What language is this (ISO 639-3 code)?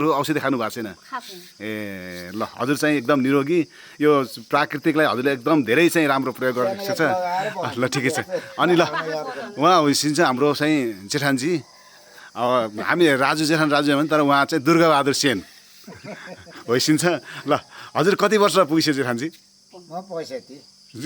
nep